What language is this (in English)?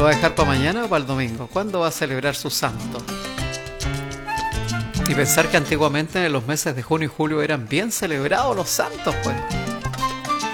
Spanish